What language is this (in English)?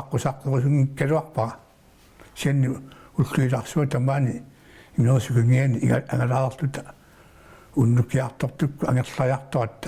Kalaallisut